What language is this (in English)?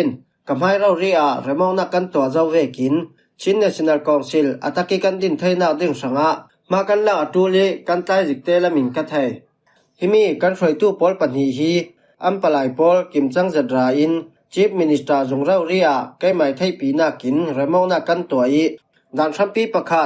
Falam Chin